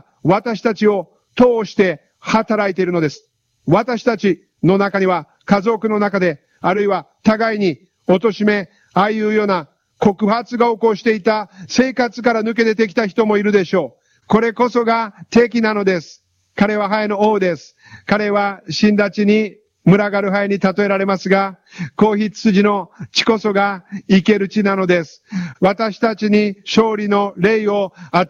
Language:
Japanese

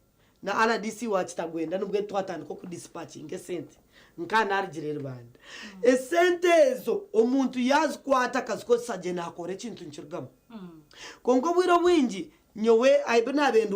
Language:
Nyankole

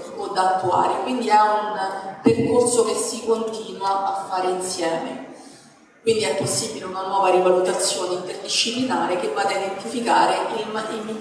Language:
Italian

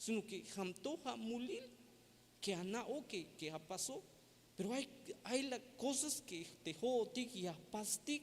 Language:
Tzeltal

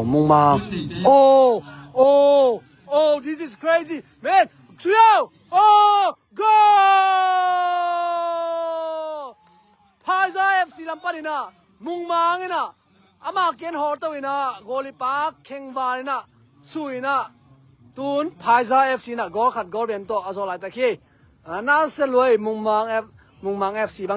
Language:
Tedim Chin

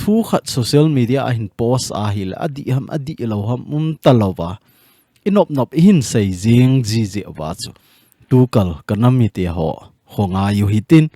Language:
Thado Chin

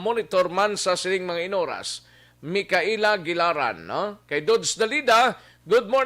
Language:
Hiligaynon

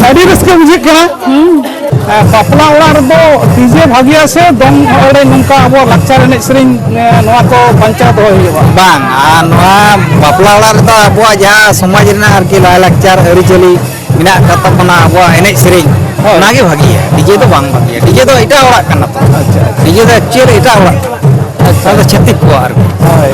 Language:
Santali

